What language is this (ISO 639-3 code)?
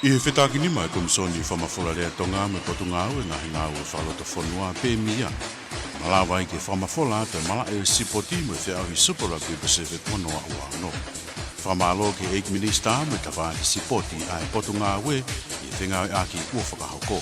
ton